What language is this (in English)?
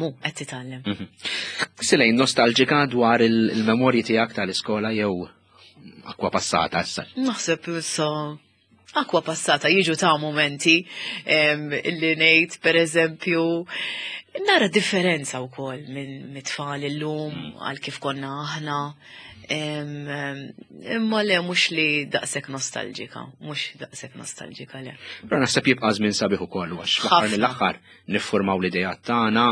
Maltese